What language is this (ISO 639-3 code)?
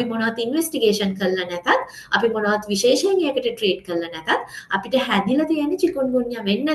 sin